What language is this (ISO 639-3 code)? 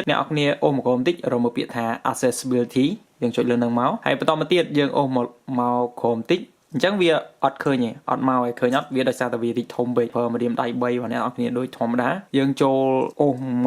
khm